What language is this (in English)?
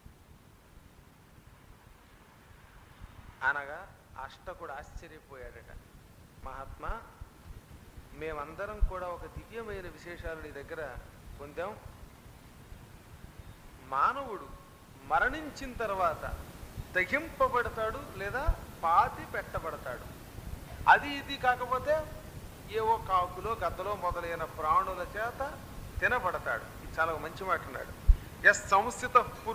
Telugu